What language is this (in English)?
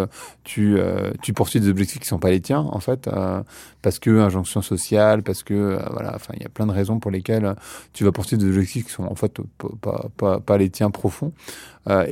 French